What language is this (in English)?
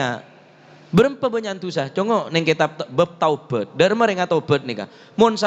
Madurese